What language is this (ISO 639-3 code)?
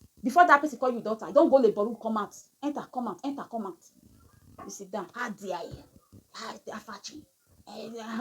pcm